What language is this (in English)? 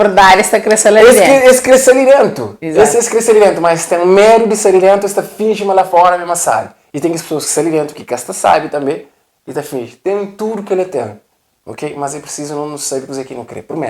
Kabuverdianu